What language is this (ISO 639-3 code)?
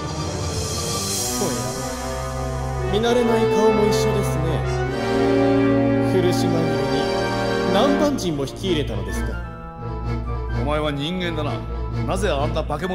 jpn